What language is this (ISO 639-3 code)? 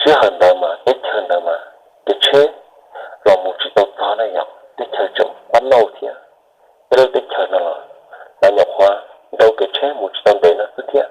hmn